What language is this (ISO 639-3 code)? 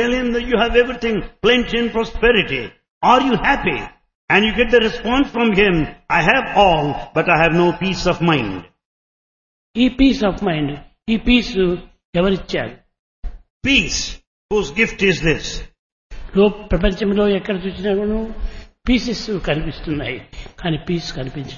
tel